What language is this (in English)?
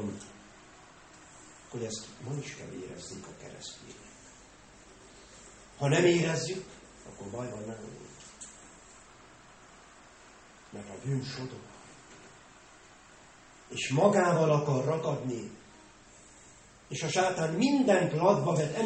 Hungarian